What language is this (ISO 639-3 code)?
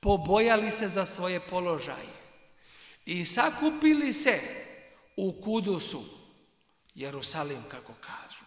bos